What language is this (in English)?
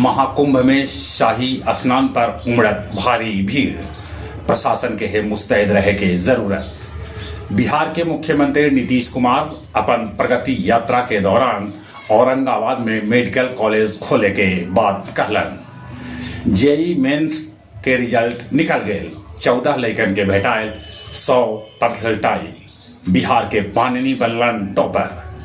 Magahi